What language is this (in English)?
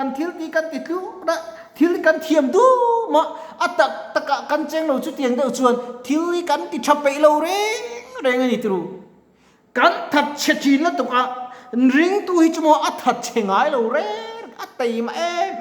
Mizo